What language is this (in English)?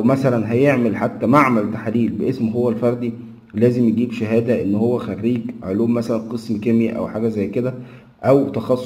Egyptian Arabic